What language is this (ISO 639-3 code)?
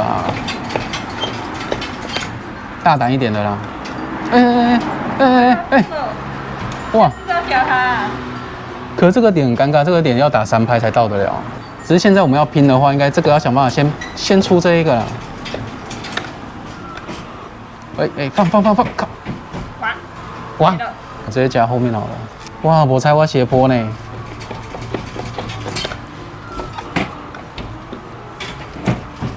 zho